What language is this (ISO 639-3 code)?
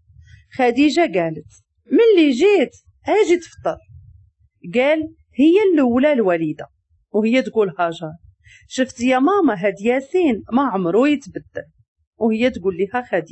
ary